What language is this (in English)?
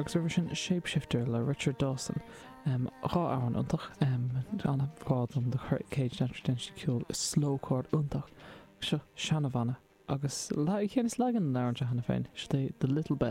Irish